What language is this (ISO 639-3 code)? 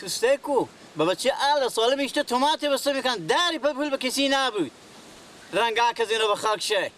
fas